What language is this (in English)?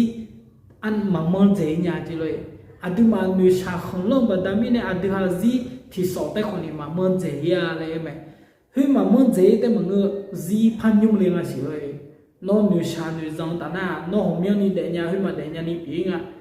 Akha